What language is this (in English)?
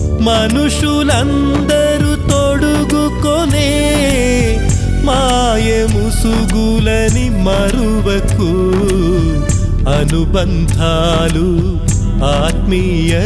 Telugu